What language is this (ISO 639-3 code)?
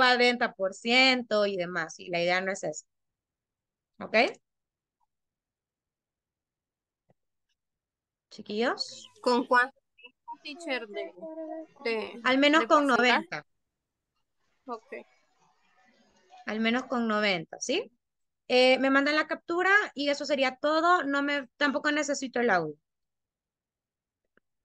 spa